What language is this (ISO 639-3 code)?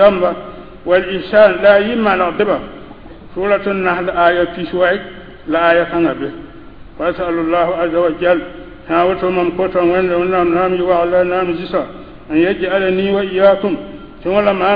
mos